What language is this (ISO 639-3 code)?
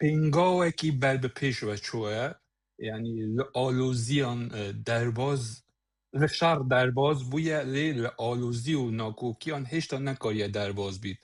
kur